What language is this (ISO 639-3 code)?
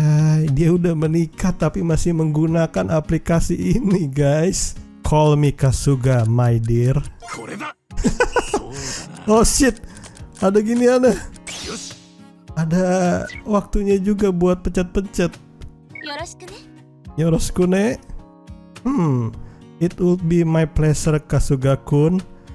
ind